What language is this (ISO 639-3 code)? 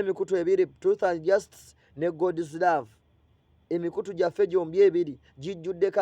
lug